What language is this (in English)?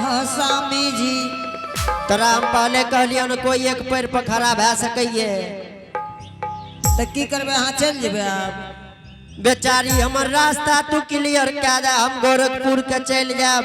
Angika